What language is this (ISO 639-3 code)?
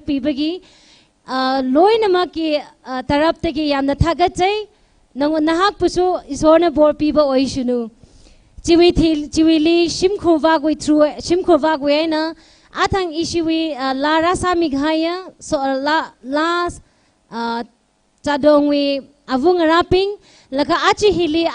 nmf